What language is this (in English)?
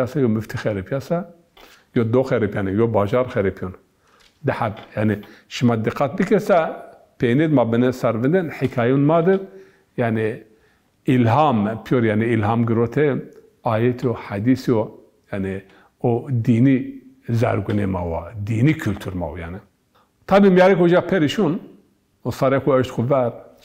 Zaza